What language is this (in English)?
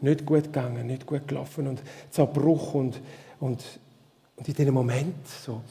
Swiss German